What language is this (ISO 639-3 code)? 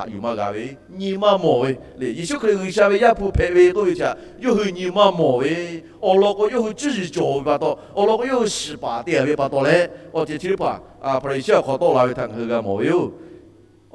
lhu